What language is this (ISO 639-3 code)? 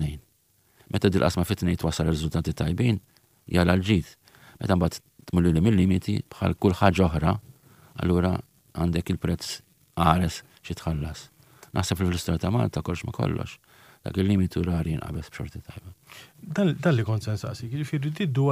mlt